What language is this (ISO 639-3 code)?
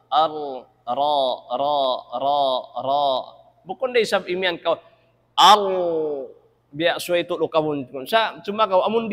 tsg